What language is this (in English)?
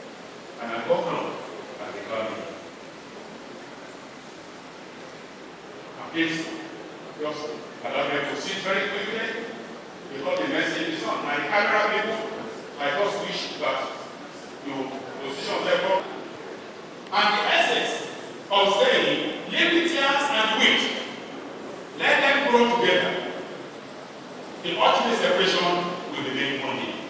English